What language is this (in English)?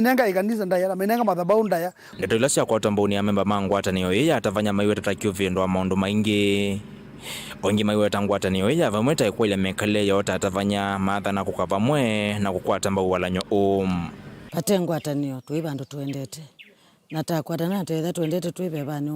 Kamba